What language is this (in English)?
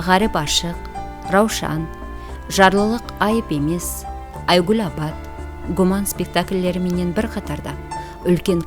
Kara-Kalpak